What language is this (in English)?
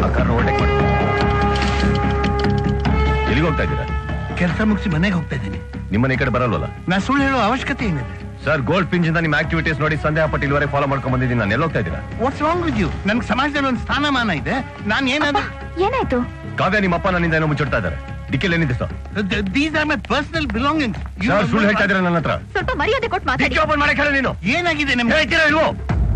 Kannada